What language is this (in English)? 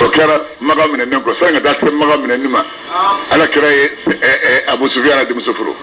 Bambara